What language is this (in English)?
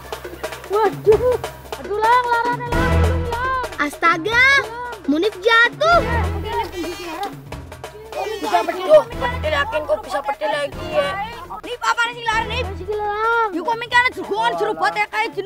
Indonesian